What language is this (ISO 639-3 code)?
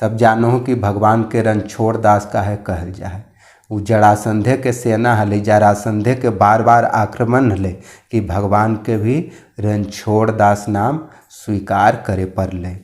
mag